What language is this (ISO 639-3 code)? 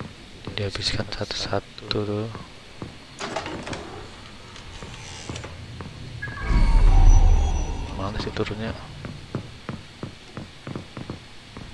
ind